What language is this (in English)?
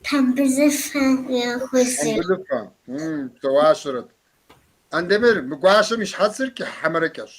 Kabardian